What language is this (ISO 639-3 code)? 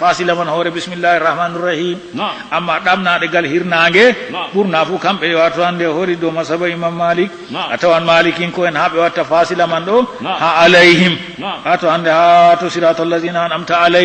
ful